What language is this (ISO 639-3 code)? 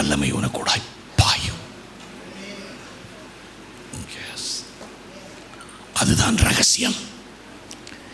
tam